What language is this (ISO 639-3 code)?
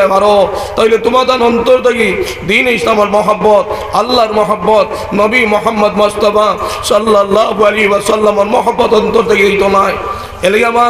syl